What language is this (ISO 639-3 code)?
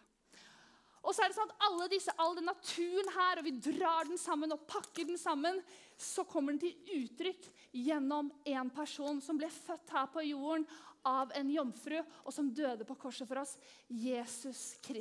nor